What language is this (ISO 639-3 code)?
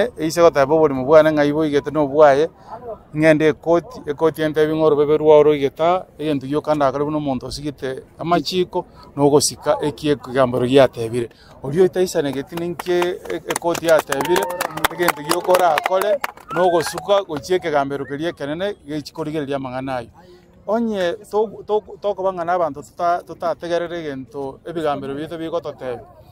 guz